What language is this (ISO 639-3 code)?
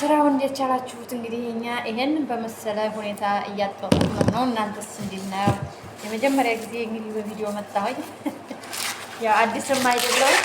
amh